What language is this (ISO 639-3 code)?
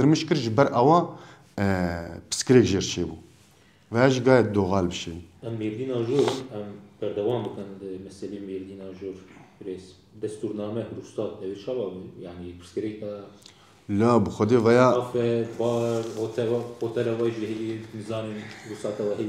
kur